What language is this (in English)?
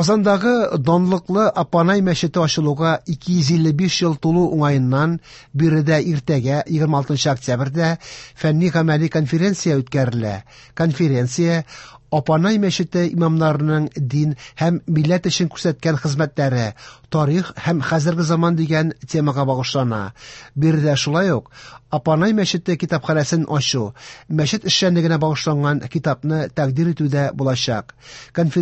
Tatar